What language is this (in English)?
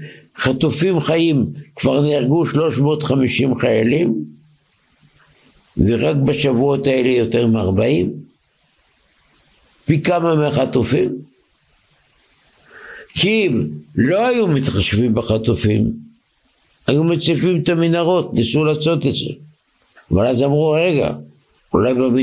Hebrew